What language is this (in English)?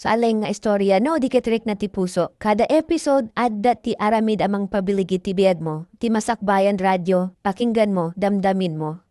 Iloko